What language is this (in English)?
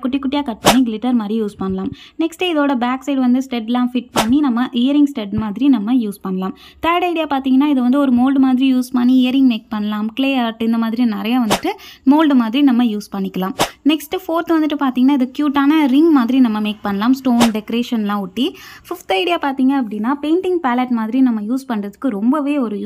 Tamil